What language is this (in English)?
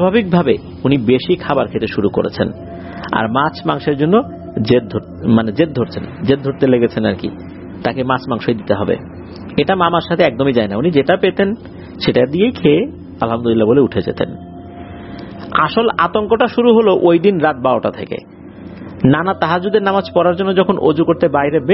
Bangla